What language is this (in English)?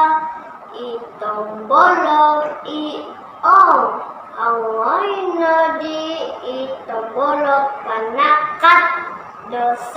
Central Dusun